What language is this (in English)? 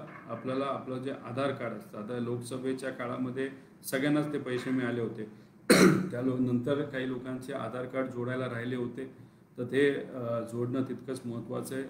Marathi